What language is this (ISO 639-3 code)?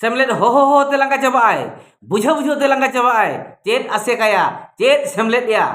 sat